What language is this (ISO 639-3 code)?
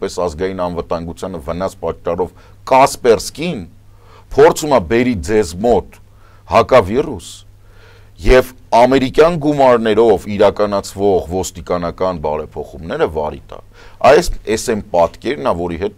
hye